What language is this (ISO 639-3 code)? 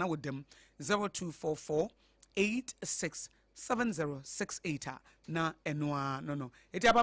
aka